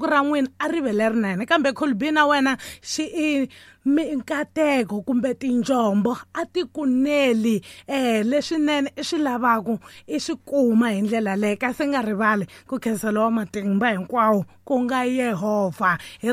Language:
Tsonga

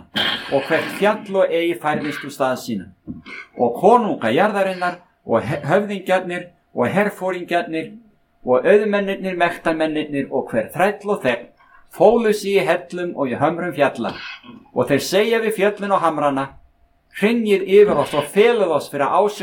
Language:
Icelandic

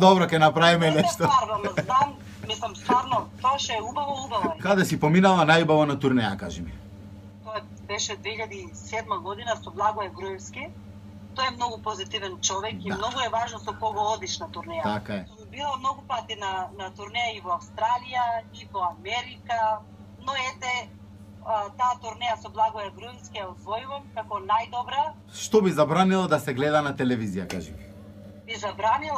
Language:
Macedonian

